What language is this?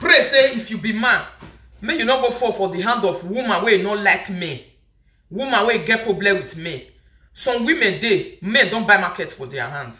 Nigerian Pidgin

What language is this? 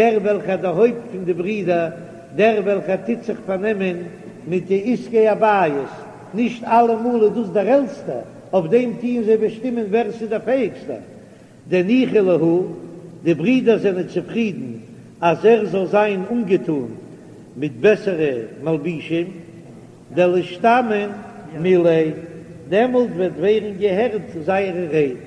Yiddish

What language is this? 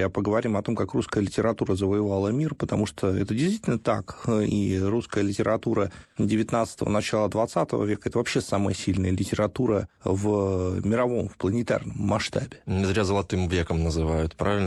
Russian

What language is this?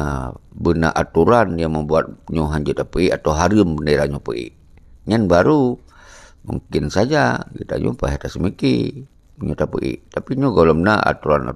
Achinese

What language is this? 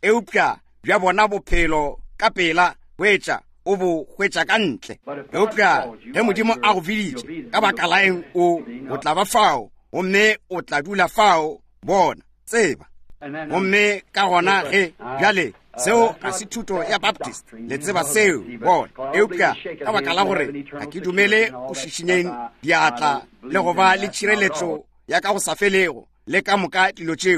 Northern Sotho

